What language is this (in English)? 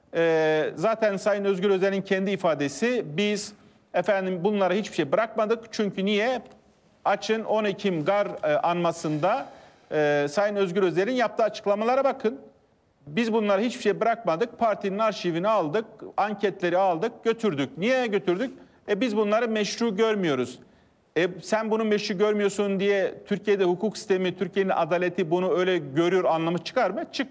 Turkish